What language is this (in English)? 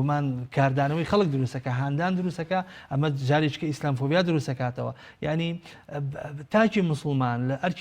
Central Kurdish